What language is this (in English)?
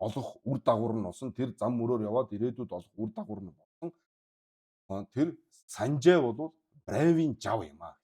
Mongolian